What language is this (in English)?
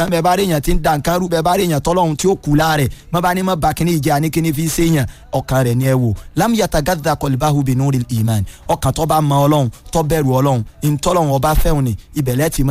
Yoruba